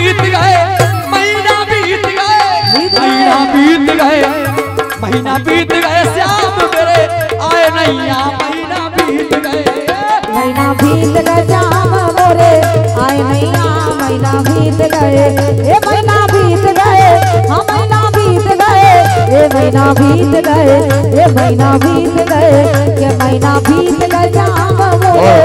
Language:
Hindi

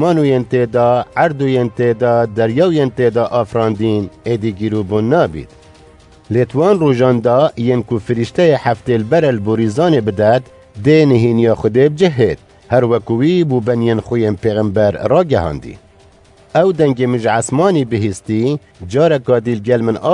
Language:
Kurdish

